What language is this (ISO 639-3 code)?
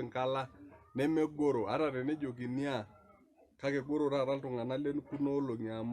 mas